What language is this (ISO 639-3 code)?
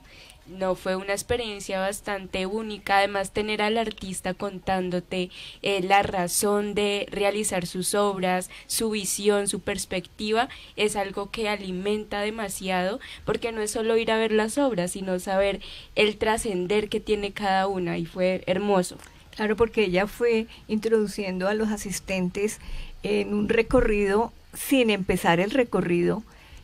spa